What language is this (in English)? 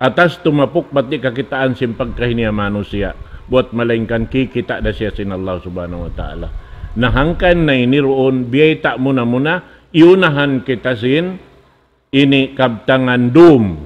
Tausug